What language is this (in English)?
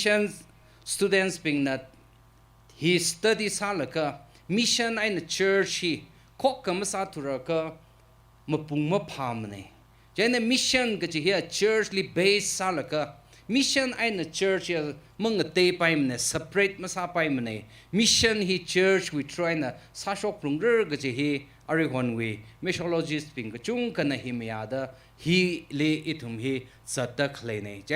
Tangkhul Naga (India)